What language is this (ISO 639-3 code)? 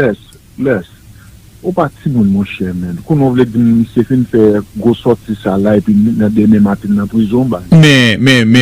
hat